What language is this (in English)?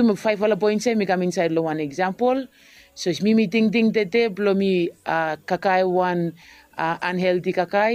Bislama